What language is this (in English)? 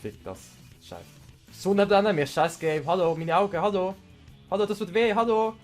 Swiss German